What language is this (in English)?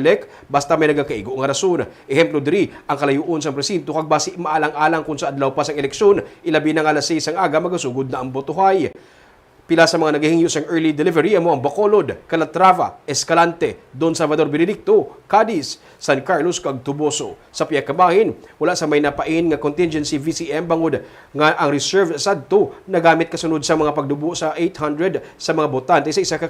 Hiligaynon